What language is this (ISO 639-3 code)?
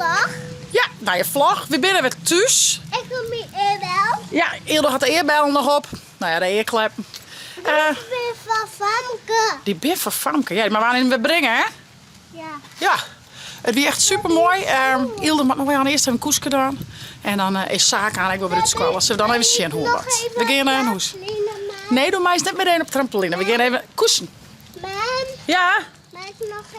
fry